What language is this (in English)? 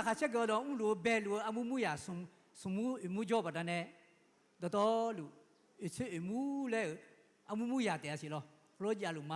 Akha